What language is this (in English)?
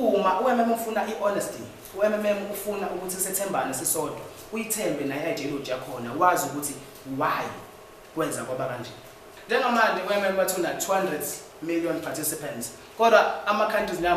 Zulu